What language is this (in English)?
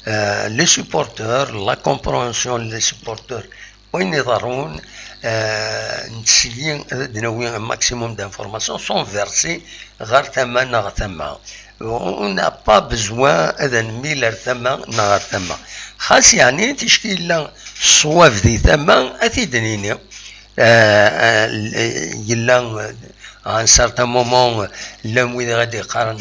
Kabyle